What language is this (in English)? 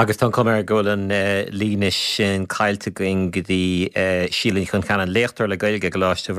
Irish